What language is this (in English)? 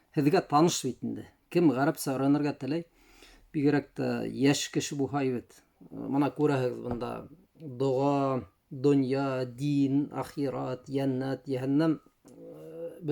Bashkir